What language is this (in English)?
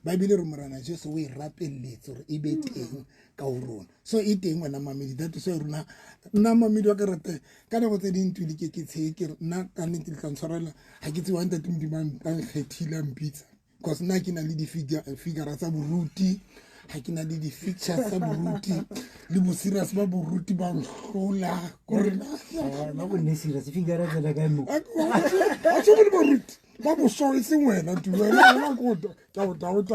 Southern Sotho